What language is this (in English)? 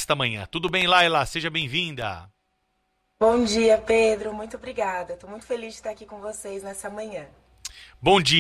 Portuguese